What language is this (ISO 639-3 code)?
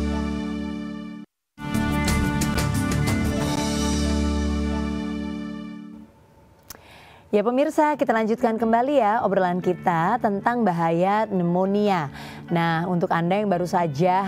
ind